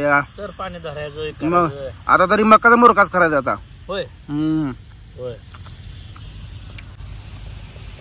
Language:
Marathi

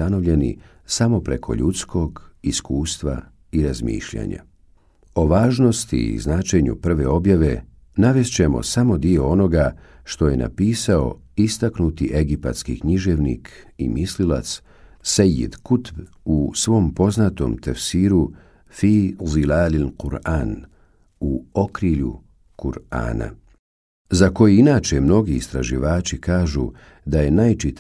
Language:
Bosnian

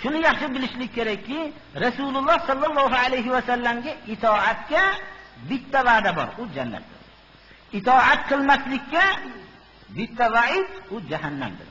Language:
Uzbek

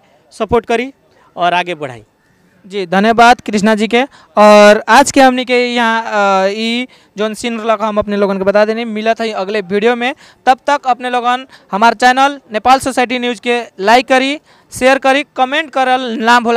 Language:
Bhojpuri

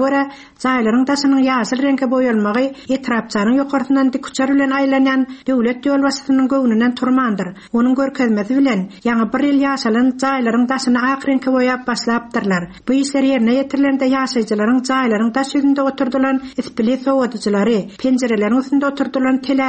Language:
Turkmen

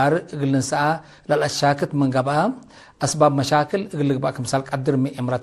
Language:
Tigre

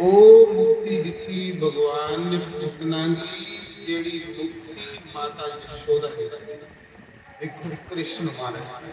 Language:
Dogri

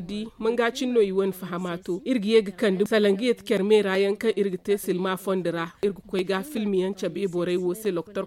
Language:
Zarma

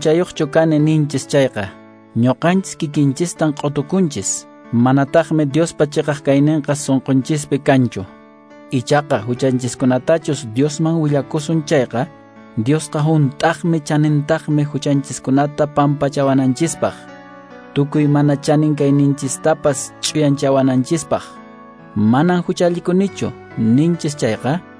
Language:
Quechua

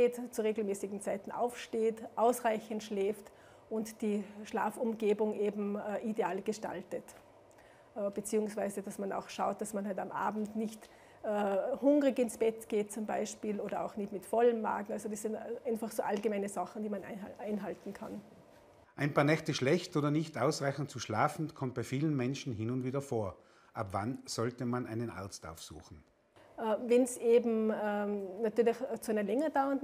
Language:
German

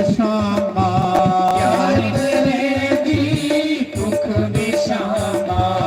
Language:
Dogri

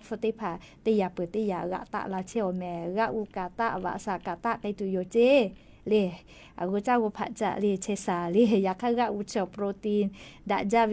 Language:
Lahu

